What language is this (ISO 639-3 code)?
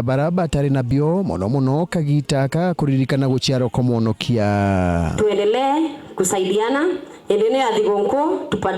mer